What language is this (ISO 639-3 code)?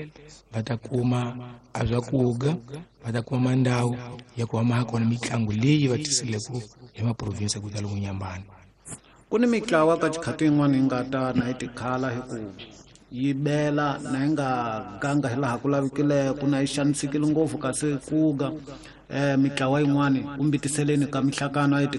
tso